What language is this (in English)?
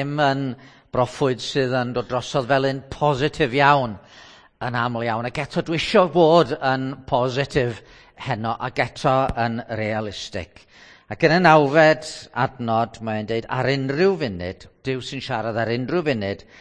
Welsh